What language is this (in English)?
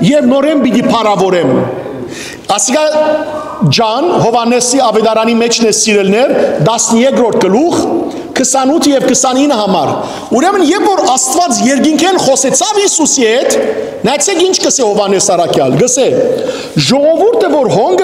Western Armenian